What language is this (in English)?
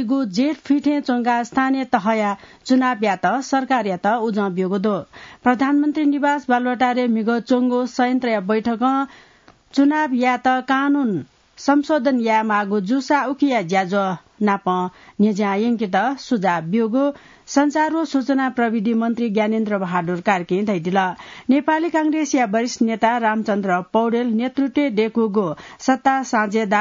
Newari